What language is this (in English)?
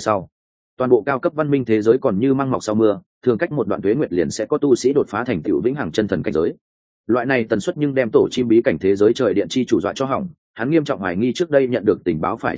Vietnamese